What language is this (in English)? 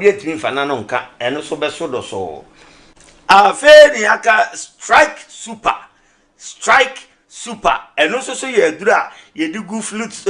Akan